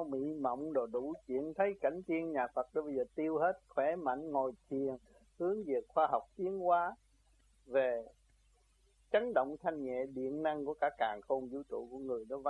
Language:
Vietnamese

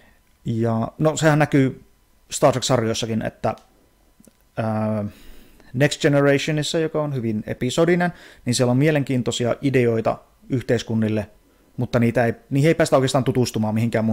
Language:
Finnish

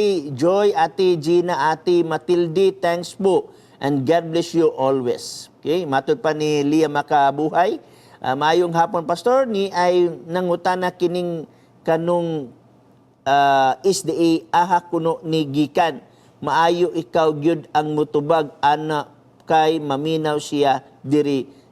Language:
Cebuano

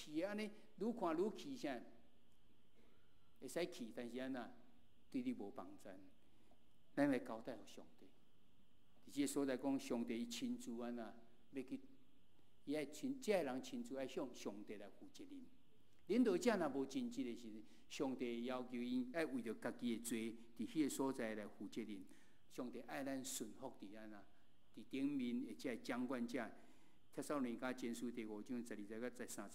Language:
Min Nan Chinese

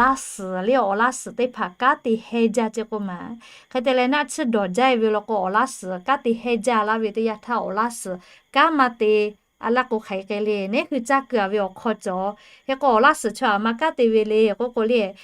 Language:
Lahu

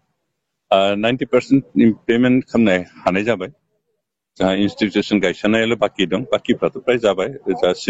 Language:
Bodo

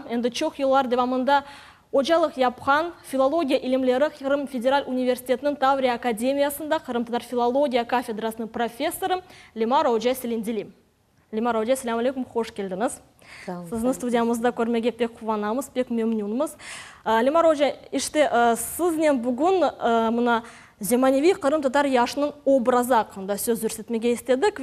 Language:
Crimean Tatar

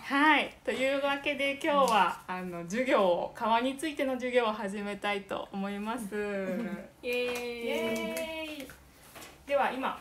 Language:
Japanese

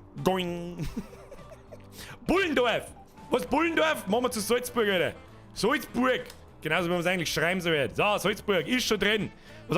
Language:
Bavarian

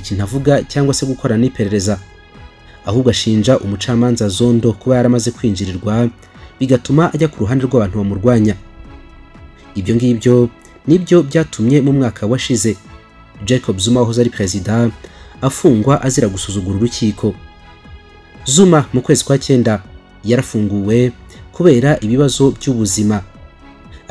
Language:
Kinyarwanda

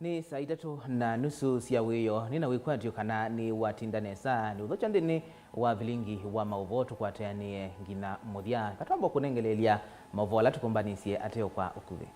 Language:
Kamba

